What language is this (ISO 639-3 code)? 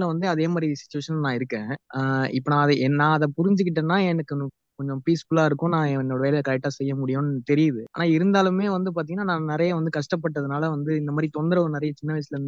tam